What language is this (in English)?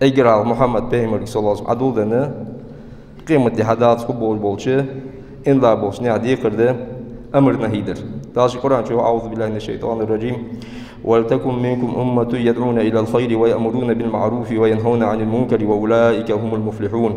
Ingush